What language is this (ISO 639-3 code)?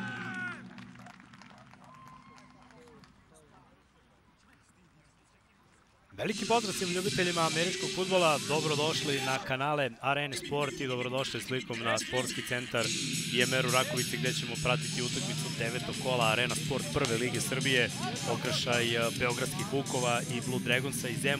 srp